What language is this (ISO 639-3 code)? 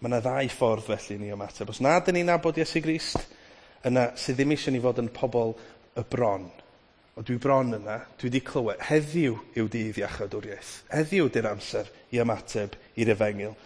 cym